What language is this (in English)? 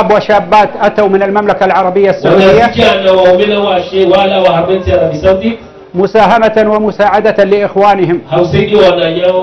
Ngazidja Comorian